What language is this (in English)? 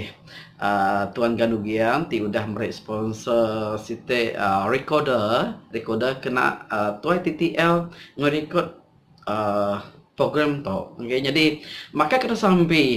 Iban